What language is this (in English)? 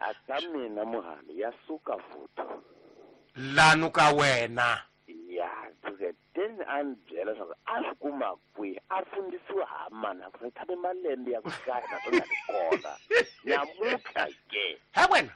Tsonga